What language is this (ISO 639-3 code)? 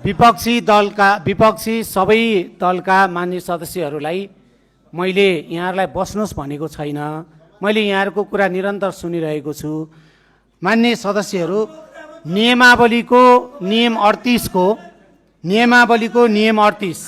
nep